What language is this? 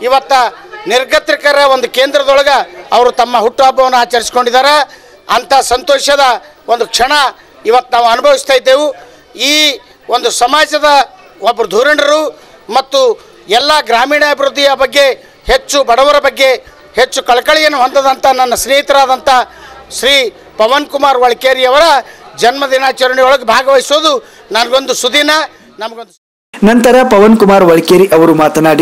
Kannada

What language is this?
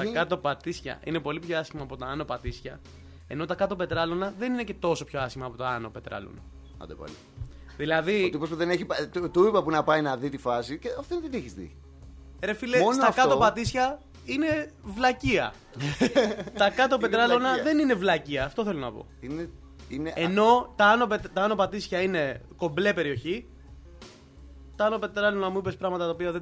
Greek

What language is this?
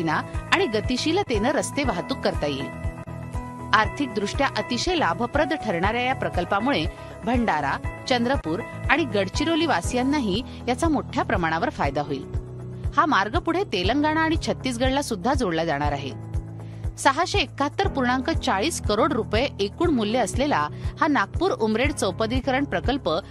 Marathi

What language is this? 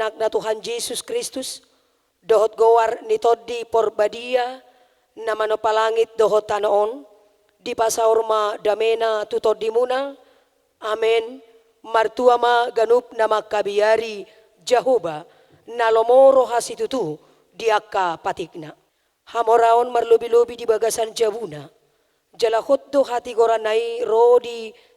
Batak Toba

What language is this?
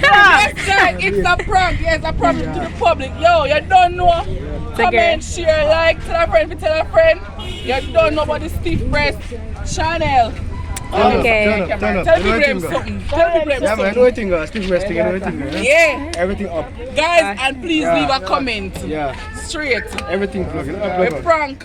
Jamaican Creole English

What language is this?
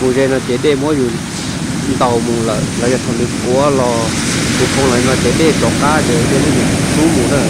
Hmong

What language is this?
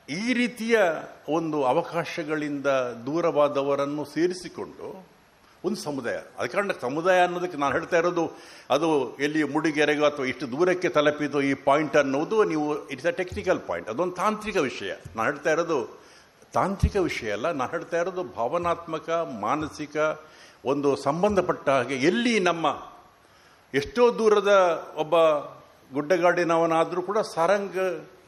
Kannada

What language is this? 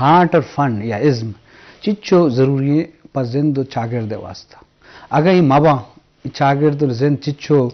Eastern Balochi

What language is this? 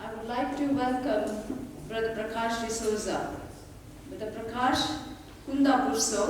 Konkani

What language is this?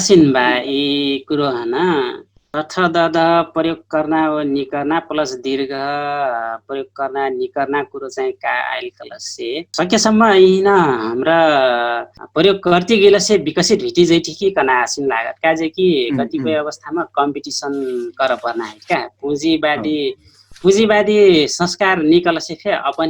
Dangaura Tharu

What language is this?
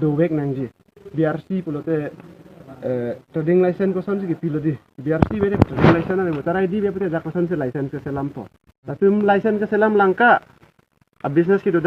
Karbi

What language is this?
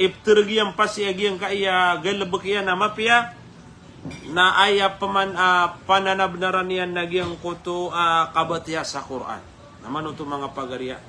Maranao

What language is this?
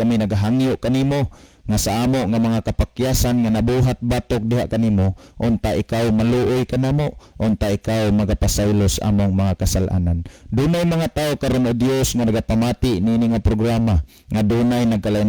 Cebuano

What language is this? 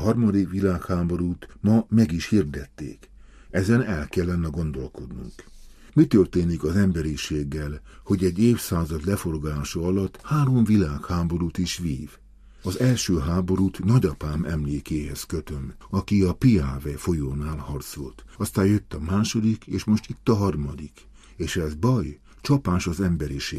Hungarian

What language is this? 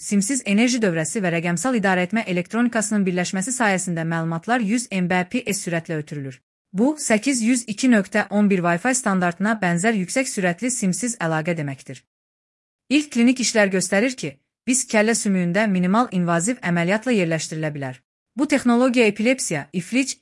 Azerbaijani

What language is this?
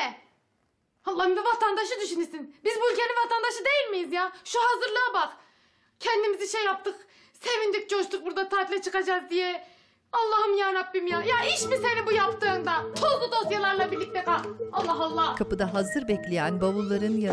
Turkish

